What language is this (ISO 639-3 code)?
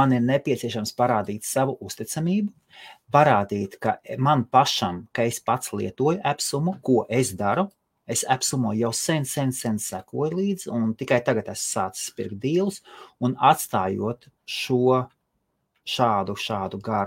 lav